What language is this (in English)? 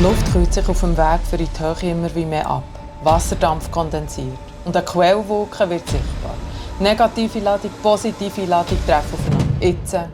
Swiss German